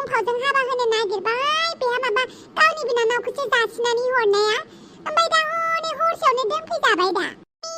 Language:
Bodo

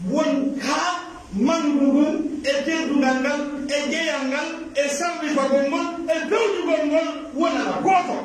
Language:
Pular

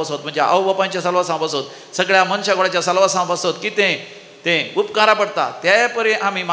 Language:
Konkani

